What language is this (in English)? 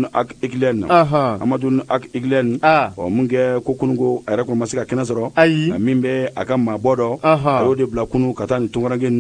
Bambara